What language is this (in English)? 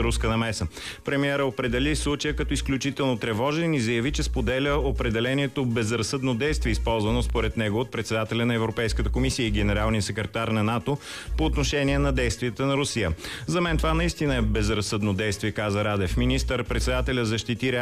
Bulgarian